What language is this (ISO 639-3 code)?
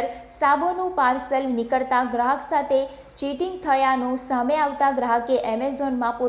guj